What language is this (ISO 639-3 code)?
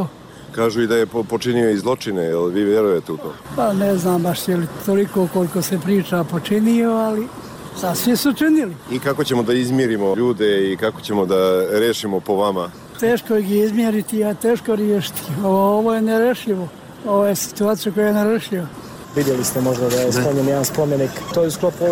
bos